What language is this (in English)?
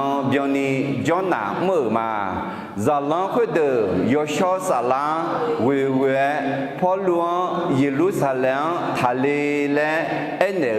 Akha